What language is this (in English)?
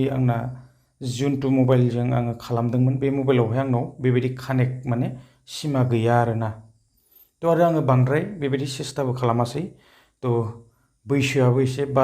Bodo